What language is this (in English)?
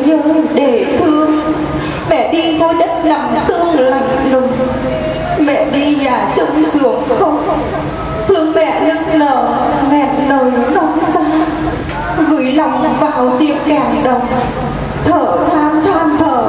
Vietnamese